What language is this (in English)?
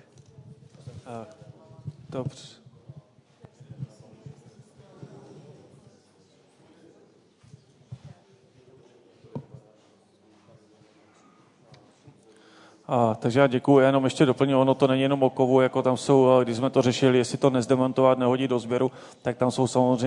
Czech